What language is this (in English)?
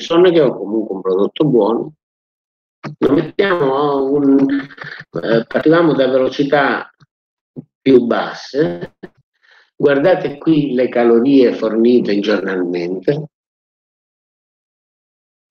Italian